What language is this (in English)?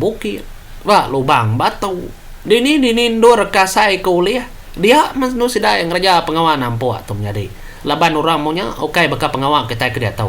Iban